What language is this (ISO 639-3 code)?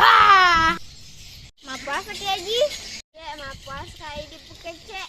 bug